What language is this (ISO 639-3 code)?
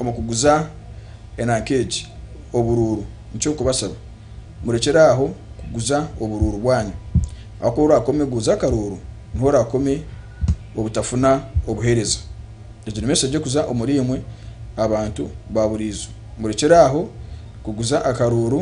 nyn